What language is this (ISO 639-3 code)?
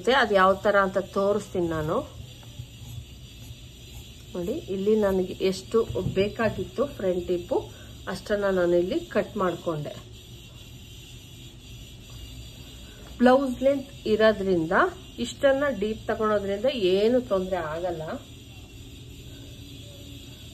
kan